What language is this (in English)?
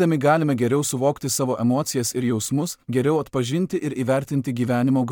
Lithuanian